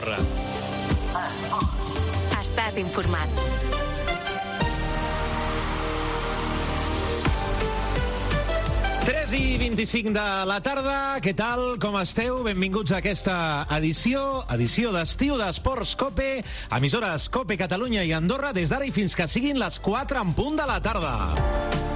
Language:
Catalan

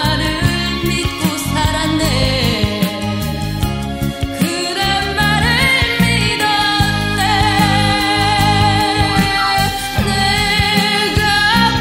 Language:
Korean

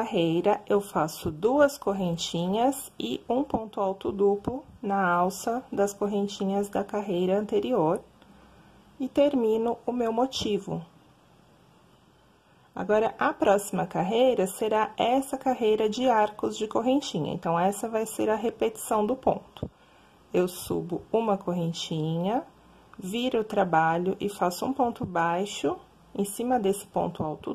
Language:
Portuguese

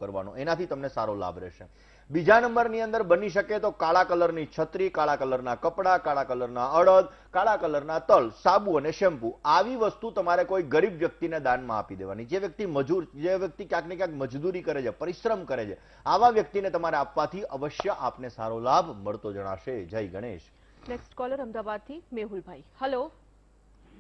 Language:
Gujarati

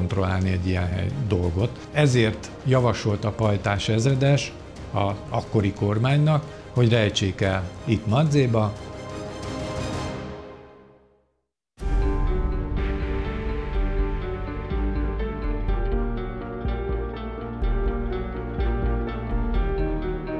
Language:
Hungarian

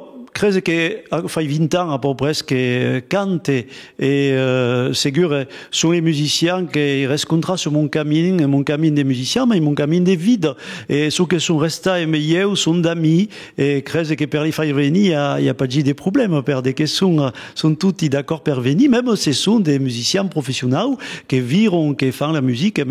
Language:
Occitan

